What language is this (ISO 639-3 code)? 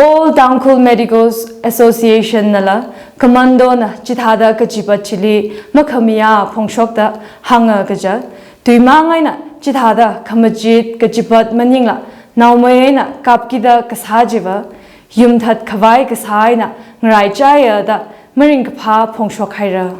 nmf